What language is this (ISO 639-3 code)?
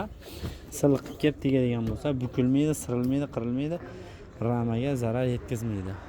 uzb